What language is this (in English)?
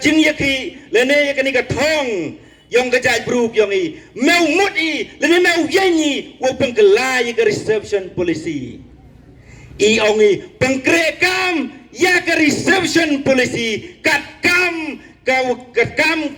Pnar